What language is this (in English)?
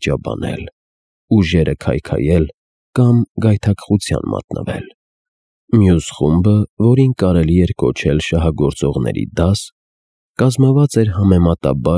Armenian